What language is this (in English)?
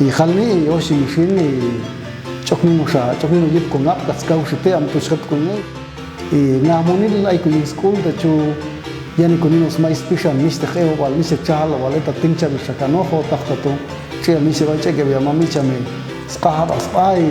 Popti'